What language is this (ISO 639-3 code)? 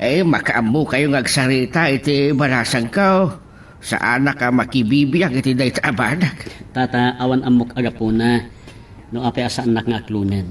ilo